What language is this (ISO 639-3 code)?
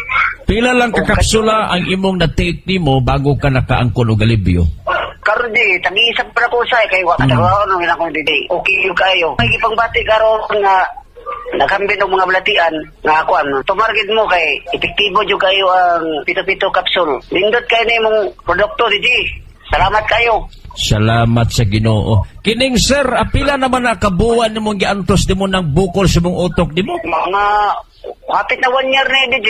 ceb